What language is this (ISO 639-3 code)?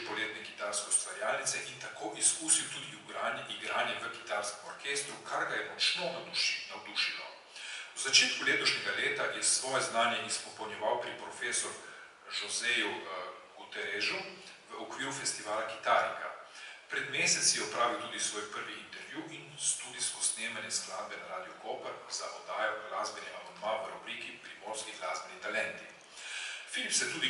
slv